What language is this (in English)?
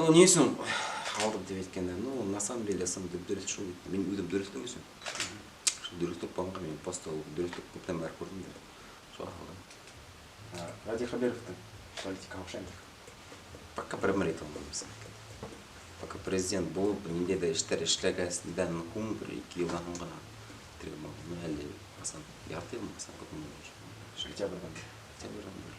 Bashkir